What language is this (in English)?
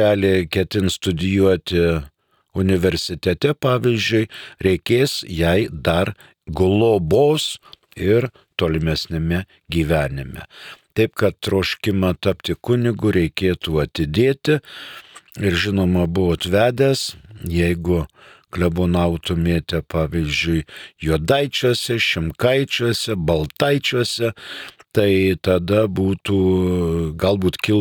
Lithuanian